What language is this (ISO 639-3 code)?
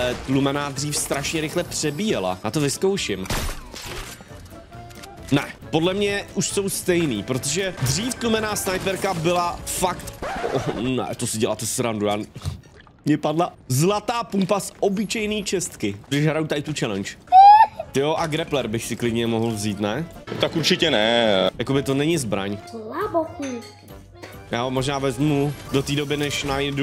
ces